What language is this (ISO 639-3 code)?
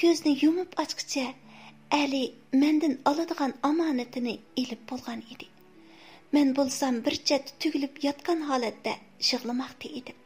uig